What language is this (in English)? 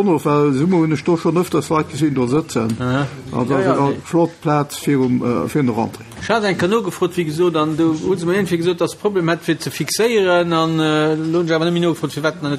Luxembourgish